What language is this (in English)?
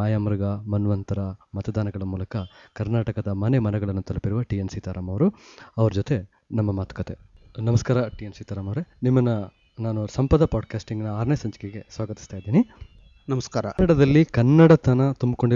Kannada